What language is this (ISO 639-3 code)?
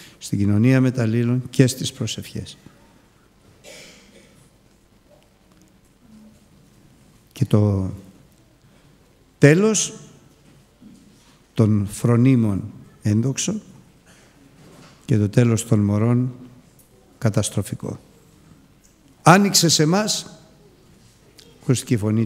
ell